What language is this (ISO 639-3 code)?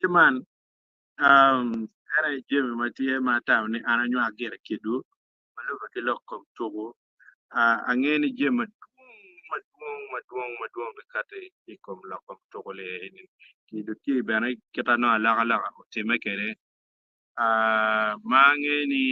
ach